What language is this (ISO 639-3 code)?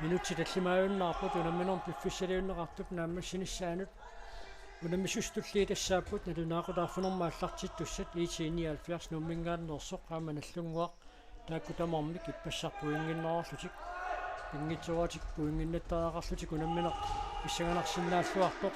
kal